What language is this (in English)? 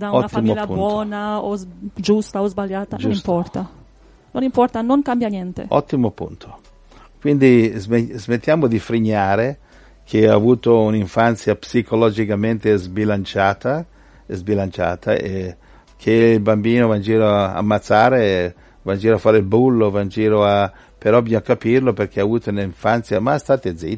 Italian